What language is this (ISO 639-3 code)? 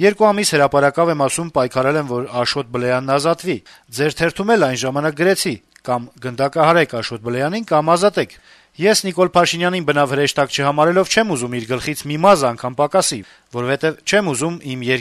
hye